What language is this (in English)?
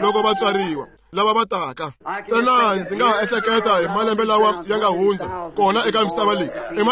Tsonga